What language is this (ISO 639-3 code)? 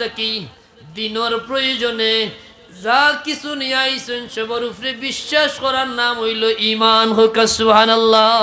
syl